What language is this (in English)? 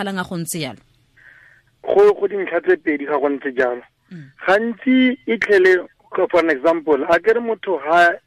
Tswana